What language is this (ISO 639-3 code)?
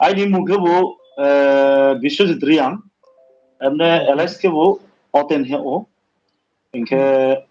ria